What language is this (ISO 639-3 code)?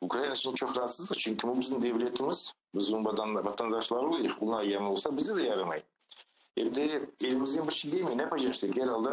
crh